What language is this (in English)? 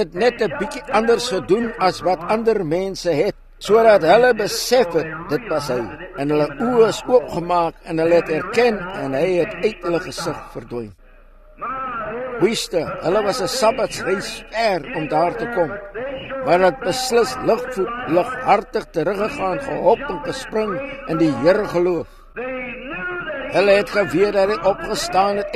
Afrikaans